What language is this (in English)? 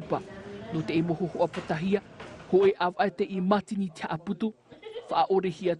Tahitian